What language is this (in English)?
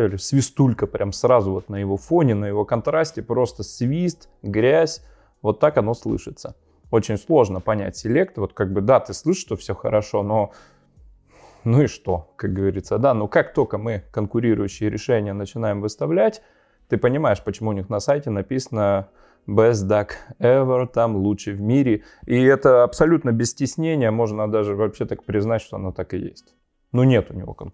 Russian